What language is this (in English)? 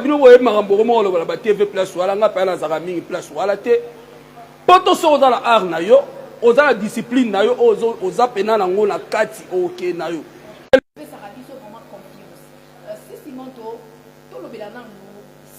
Lingala